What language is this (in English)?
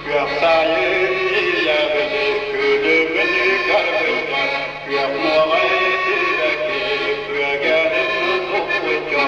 Yakut